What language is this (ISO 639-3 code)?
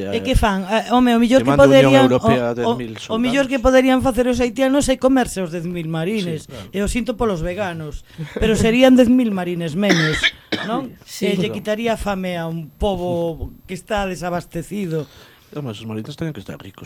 glg